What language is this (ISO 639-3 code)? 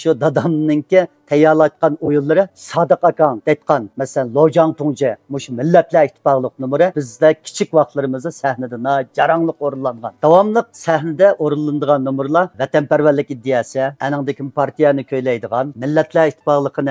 uig